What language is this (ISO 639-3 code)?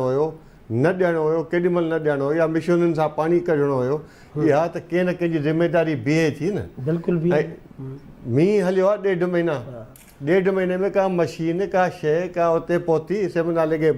snd